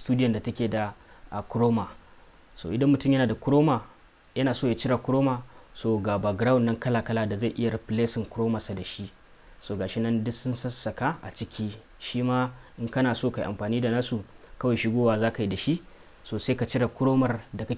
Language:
Hausa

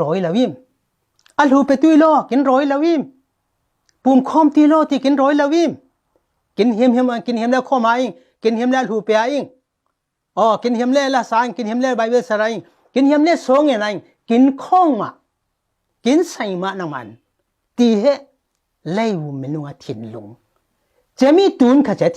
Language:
Falam Chin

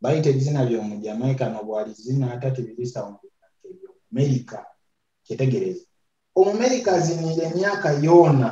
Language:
Nyoro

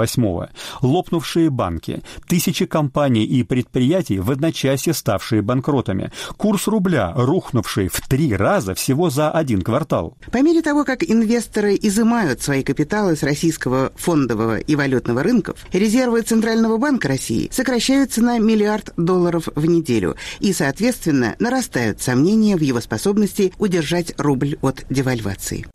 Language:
Russian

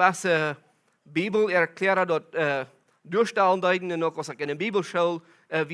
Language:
Plautdietsch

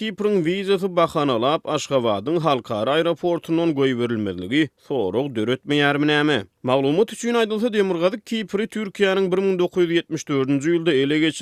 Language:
Turkmen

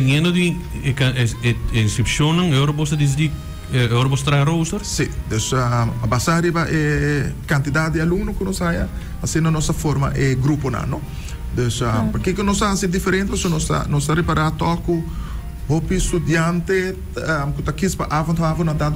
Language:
Papiamento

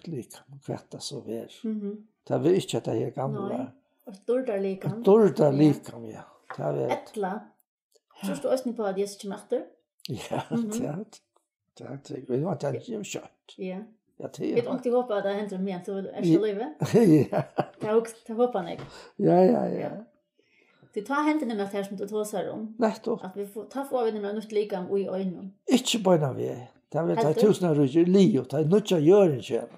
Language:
Faroese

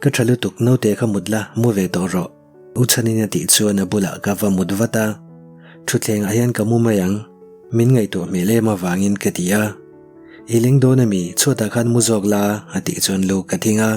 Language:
Mizo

